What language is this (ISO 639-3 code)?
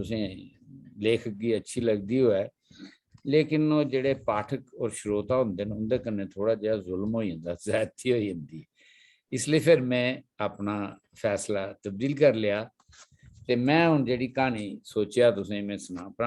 doi